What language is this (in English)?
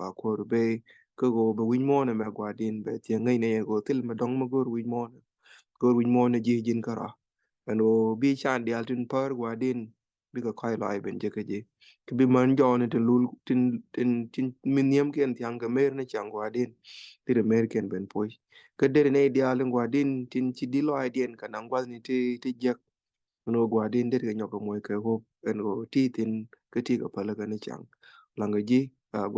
Nuer